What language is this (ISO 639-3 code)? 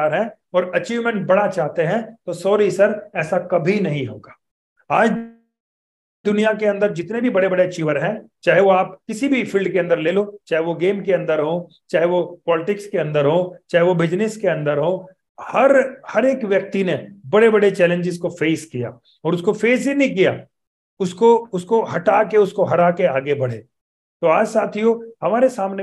hin